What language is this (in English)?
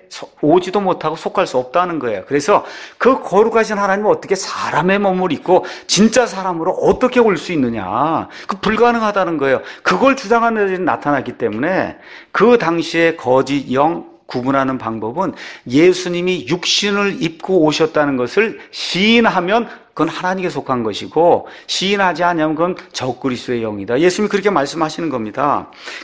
Korean